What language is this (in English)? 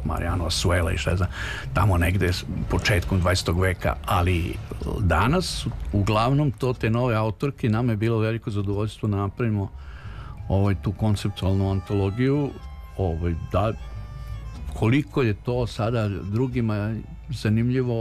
Serbian